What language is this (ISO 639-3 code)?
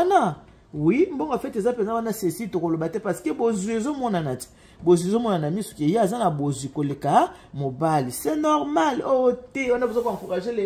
lin